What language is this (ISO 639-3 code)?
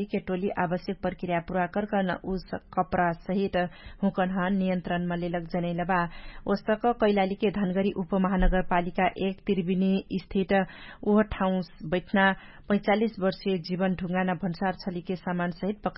thl